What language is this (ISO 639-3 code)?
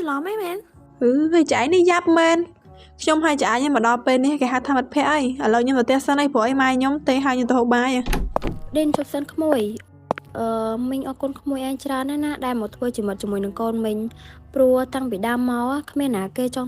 khm